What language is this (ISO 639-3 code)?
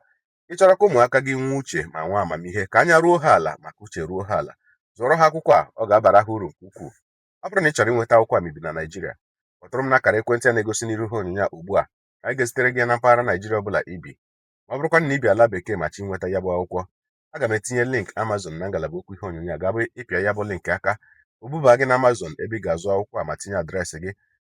ibo